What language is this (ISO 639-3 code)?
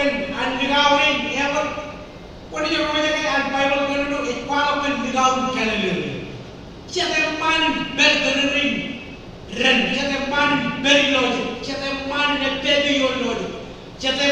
mah